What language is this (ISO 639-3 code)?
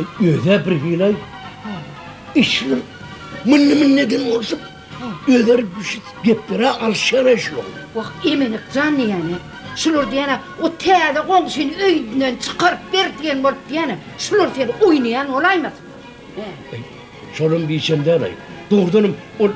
tuk